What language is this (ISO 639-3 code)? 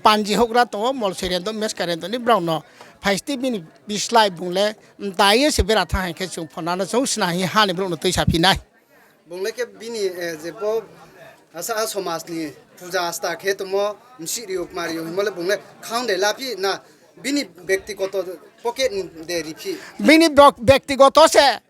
ria